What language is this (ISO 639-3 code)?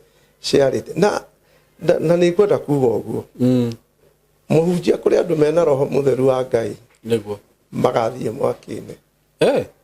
kik